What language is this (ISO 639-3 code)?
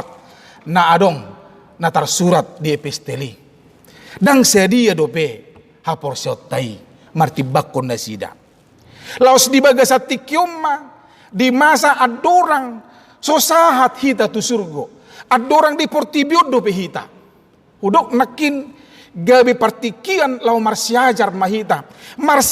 bbc